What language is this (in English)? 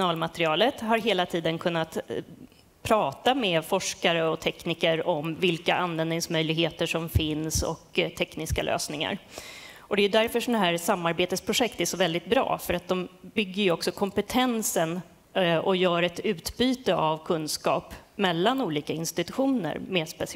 Swedish